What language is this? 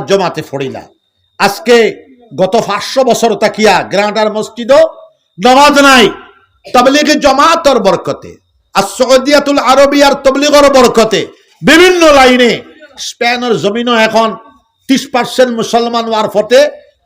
Sylheti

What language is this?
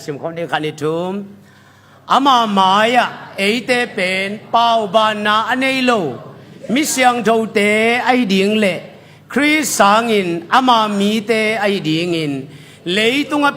Tedim Chin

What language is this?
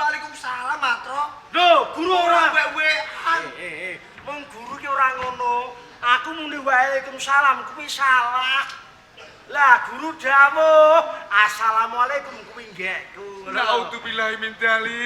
Javanese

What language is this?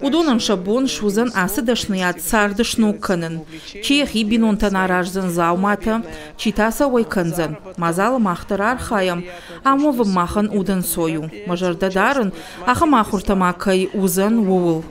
Ossetic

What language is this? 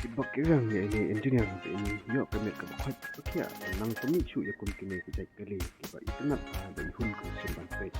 Khasi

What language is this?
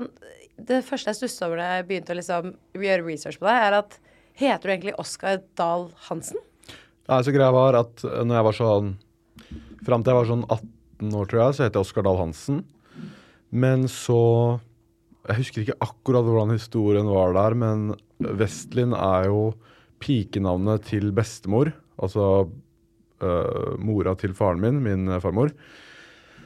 Norwegian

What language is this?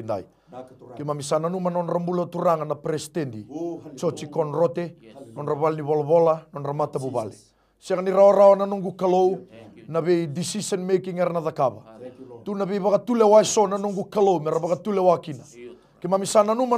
Fijian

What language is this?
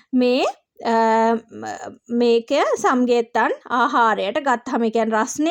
Sinhala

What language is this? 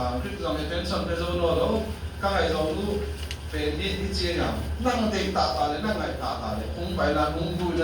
Tedim Chin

